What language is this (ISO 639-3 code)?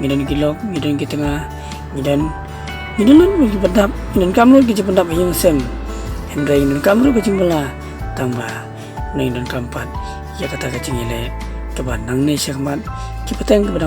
kha